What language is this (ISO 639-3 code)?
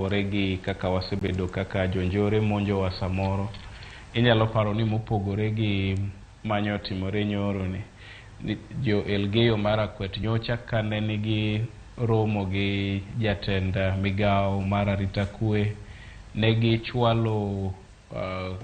luo